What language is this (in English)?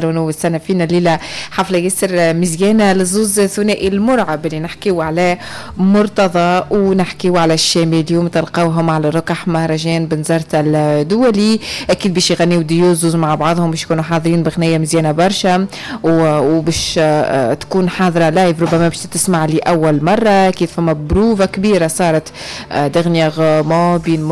Tunisian Arabic